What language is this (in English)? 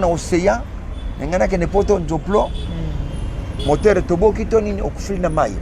Lingala